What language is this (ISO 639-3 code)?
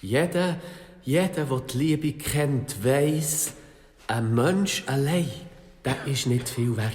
gsw